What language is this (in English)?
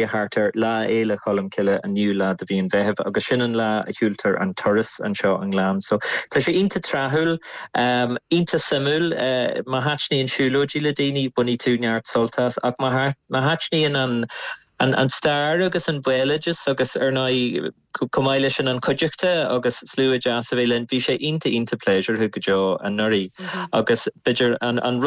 Irish